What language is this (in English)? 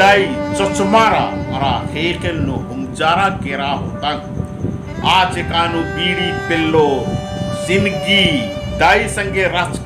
Kurukh